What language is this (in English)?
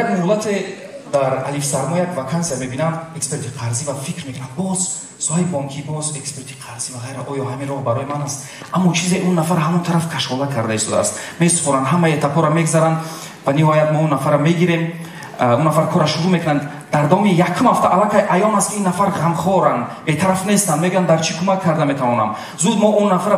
Tajik